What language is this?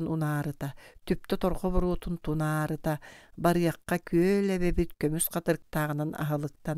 Yakut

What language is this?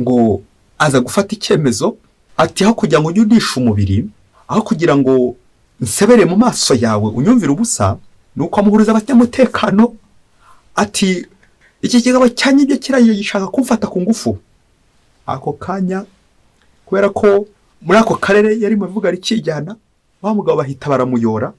Kinyarwanda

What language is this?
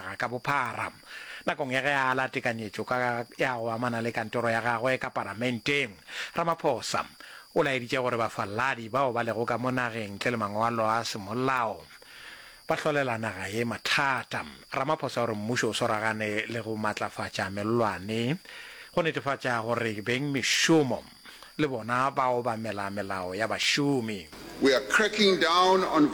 Northern Sotho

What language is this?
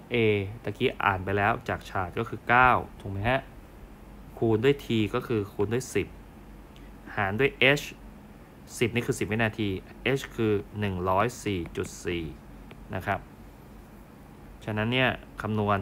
Thai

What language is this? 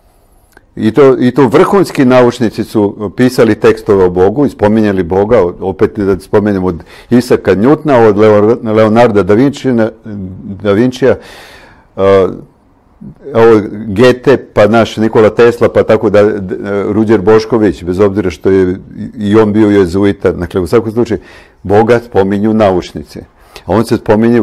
Serbian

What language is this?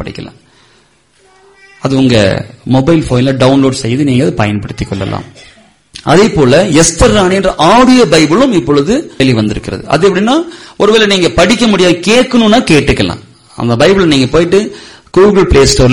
Tamil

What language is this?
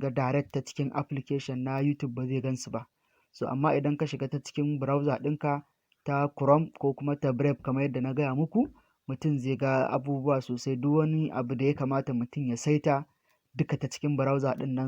Hausa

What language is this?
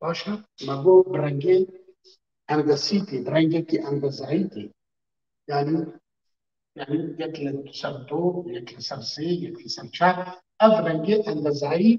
Kurdish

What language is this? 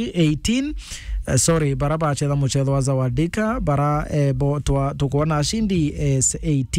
Meru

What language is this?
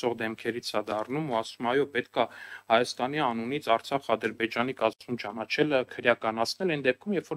Armenian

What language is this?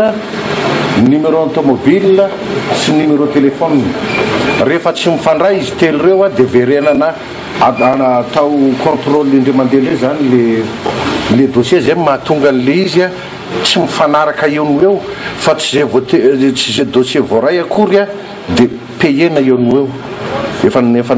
Malagasy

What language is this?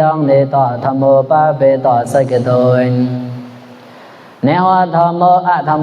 Mon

